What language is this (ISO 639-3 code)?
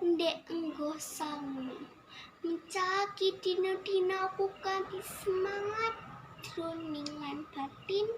jav